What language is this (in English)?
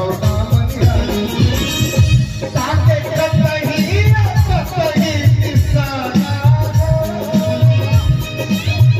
Bhojpuri